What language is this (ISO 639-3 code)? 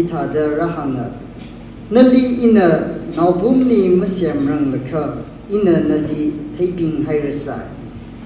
nmf